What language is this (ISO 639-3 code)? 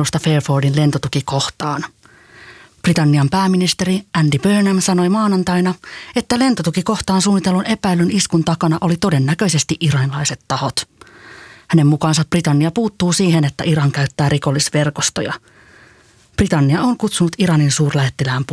fin